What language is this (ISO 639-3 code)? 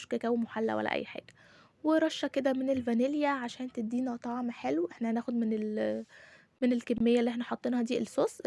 arz